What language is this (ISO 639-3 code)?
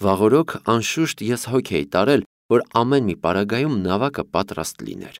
hye